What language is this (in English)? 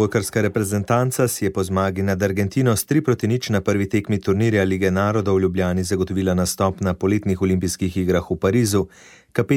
Slovenian